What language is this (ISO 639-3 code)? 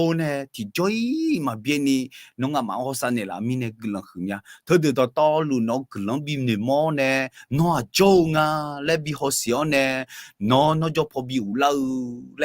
ahk